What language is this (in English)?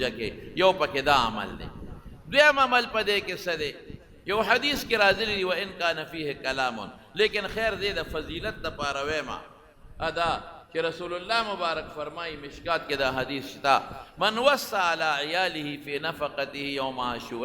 Pashto